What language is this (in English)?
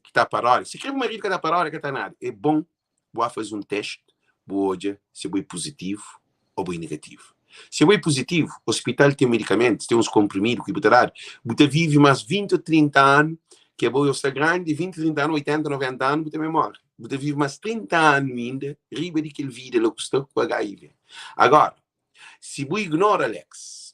Kabuverdianu